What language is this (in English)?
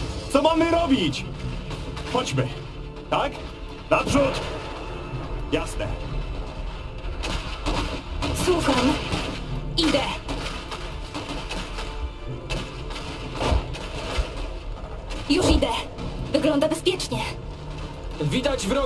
Polish